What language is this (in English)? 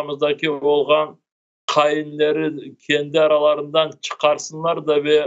Crimean Tatar